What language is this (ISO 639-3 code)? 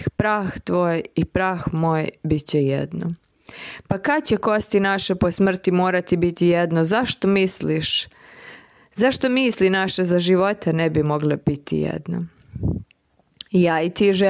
srp